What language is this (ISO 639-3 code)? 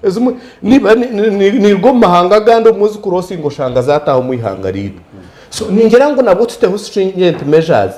nyn